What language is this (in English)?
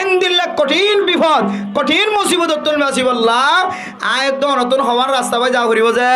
Rohingya